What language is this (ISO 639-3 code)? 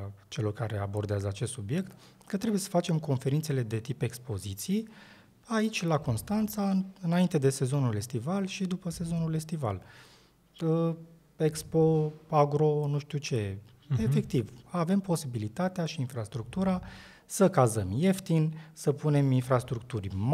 ron